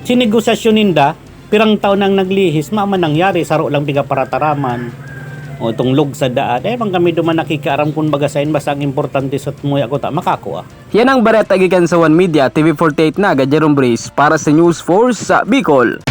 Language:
Bikol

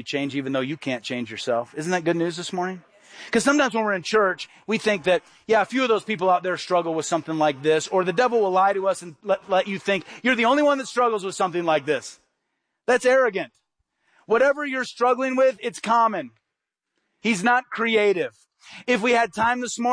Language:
English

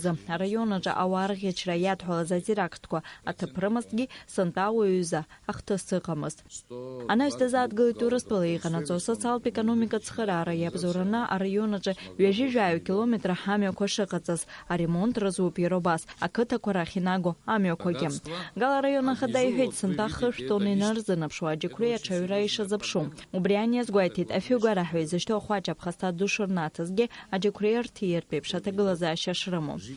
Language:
Abkhazian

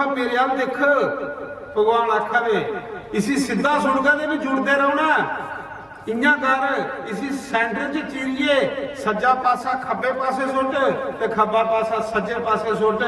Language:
Dogri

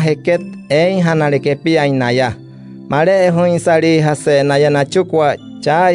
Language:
Wayuu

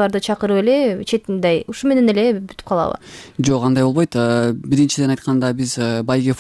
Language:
Kyrgyz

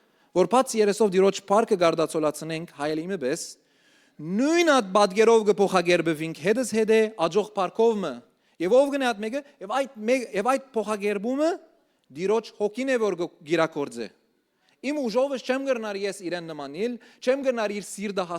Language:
Western Armenian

